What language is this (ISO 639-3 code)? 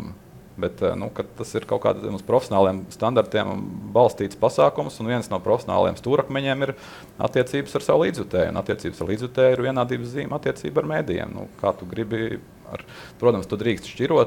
lav